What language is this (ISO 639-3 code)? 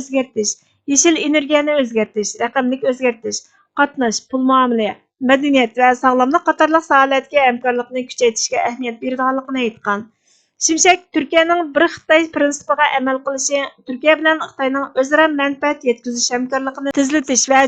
uig